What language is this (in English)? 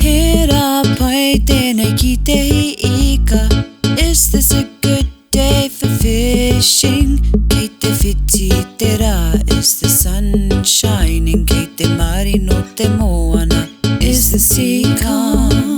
Māori